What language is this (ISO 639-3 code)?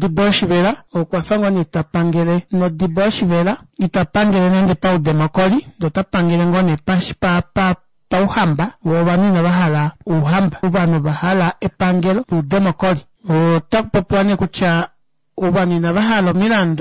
kua